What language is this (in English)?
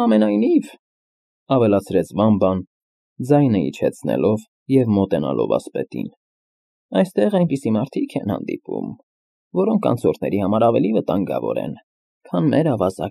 Armenian